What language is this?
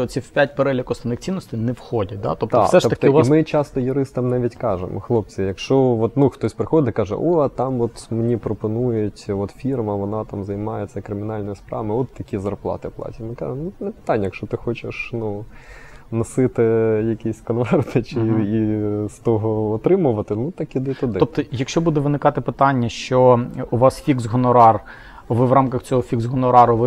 Ukrainian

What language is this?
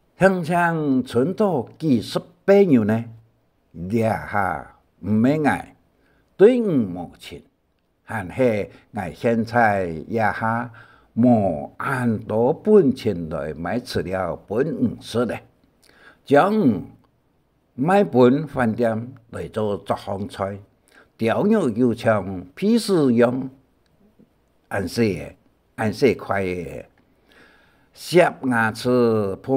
Hakka Chinese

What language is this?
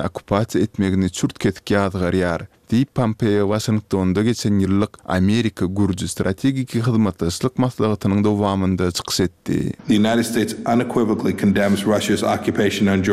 Turkmen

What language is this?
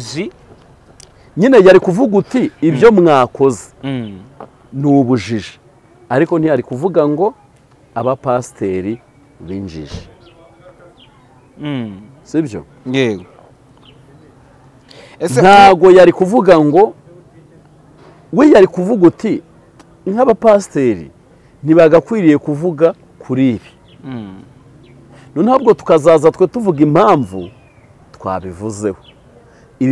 Kinyarwanda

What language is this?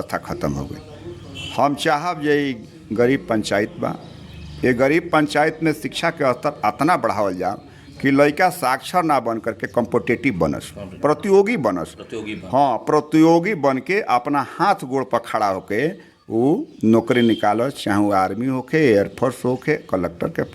Bhojpuri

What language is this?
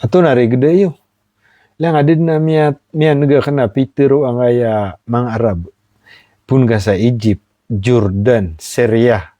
Maranao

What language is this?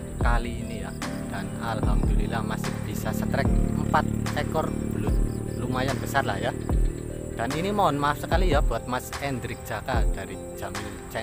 Indonesian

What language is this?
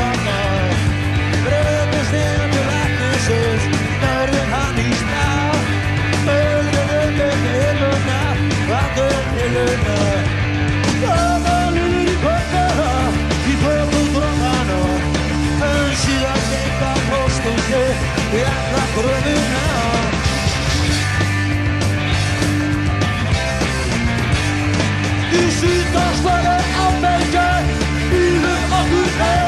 Icelandic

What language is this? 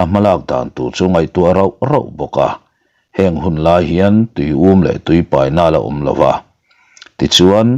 Mizo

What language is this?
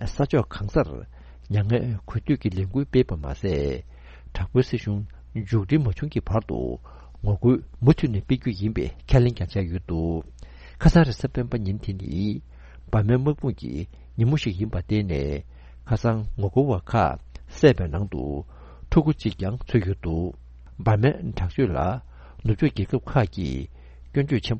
Tibetan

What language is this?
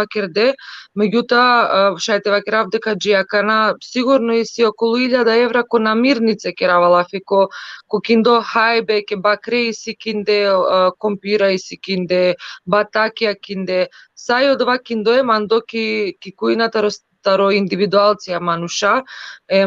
Balkan Romani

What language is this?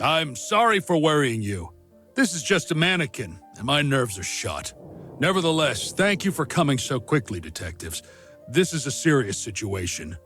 Bavarian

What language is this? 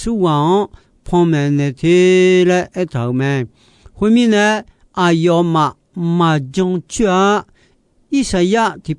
Akha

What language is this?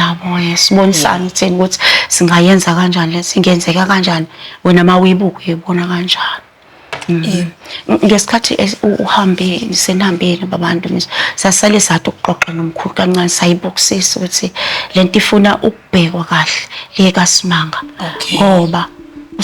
Zulu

